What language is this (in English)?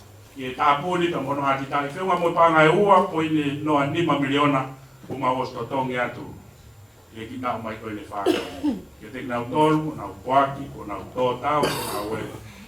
Tongan